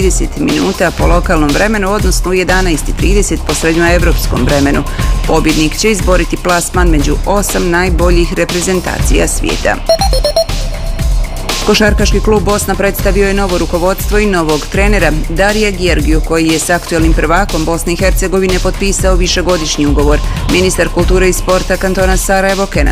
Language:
Bosnian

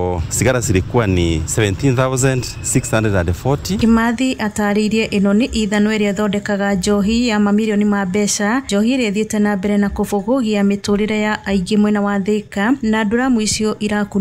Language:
Kikuyu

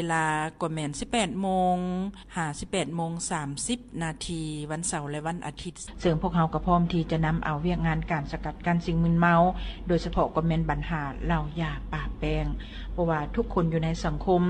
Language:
Lao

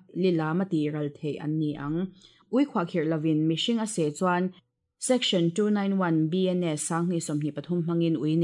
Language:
Mizo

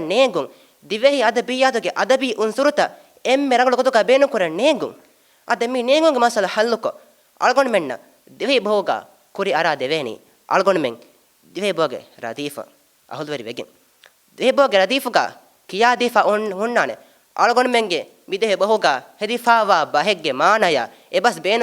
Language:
Divehi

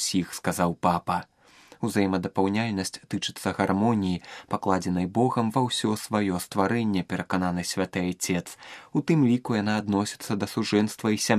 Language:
Belarusian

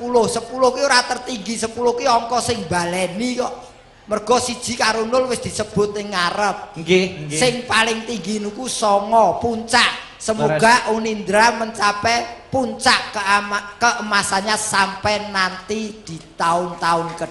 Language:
Javanese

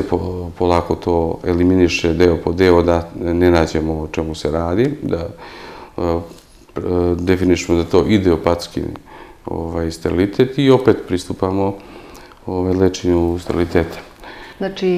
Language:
Serbian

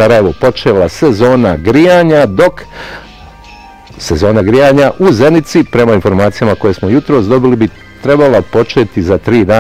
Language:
Bosnian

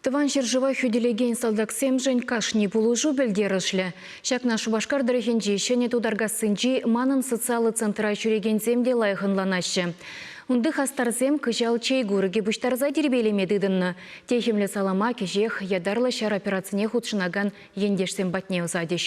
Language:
Chuvash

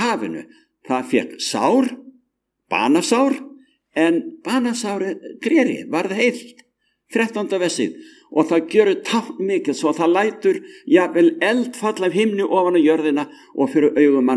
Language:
Icelandic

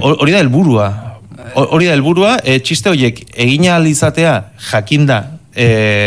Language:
Basque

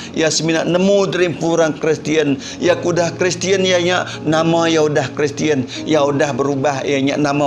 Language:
Iban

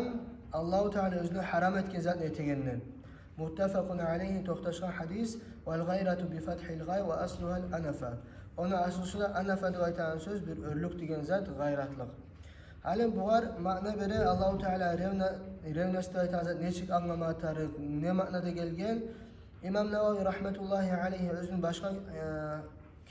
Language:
Kumyk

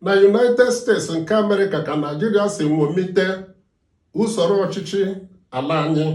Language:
Igbo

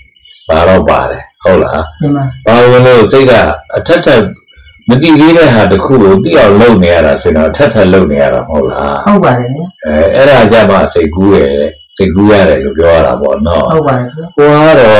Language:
Burmese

